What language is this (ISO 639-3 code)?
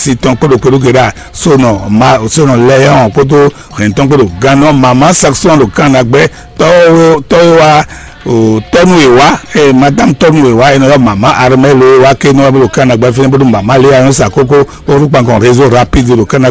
fon